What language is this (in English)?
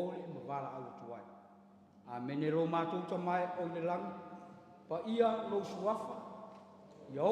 Samoan